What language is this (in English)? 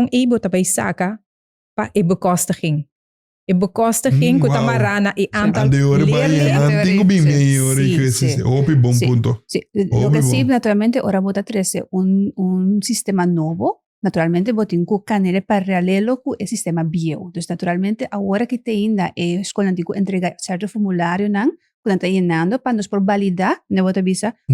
Papiamento